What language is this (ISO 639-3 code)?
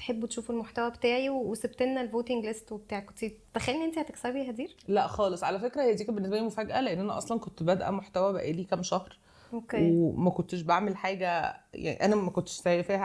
arz